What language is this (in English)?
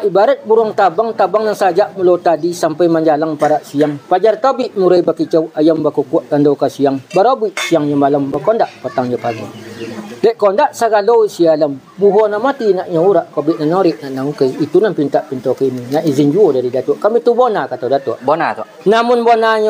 Minangkabau